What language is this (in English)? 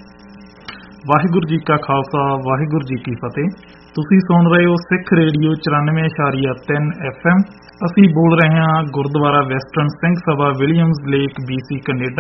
Punjabi